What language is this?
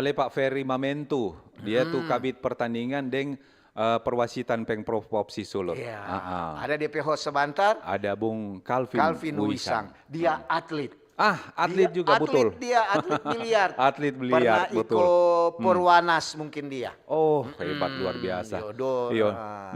Manado Malay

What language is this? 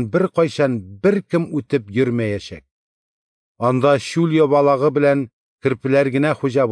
Tatar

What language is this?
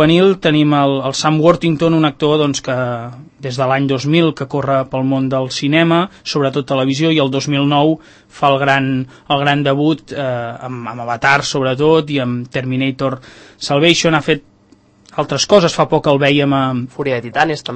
Catalan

